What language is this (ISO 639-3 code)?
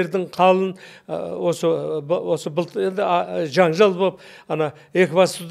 kaz